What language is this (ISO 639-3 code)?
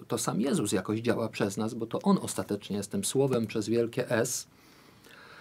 pol